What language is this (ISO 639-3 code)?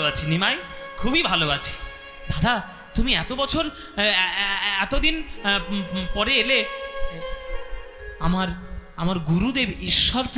ben